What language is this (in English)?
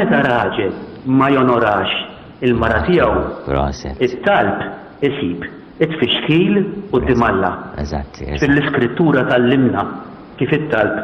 Maltese